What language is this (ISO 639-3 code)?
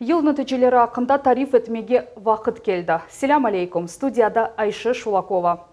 crh